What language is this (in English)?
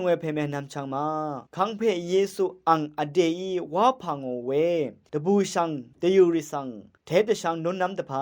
Rawang